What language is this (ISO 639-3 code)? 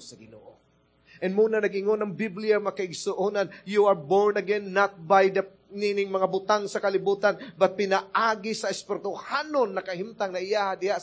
ceb